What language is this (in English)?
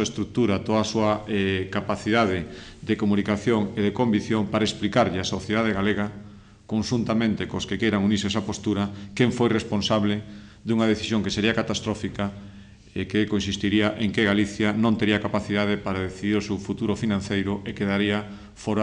Galician